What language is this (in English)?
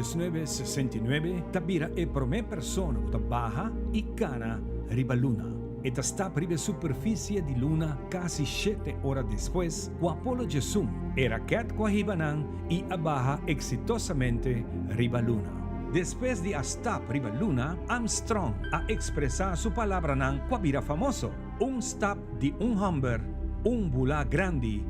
Papiamento